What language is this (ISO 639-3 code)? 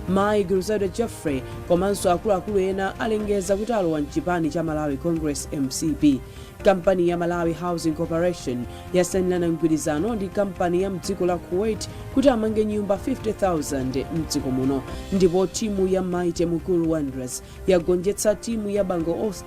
nya